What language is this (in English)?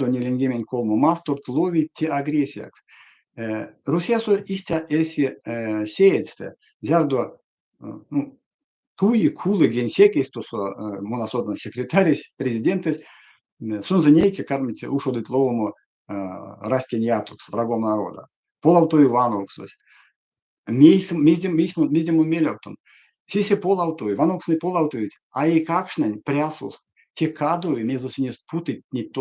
Erzya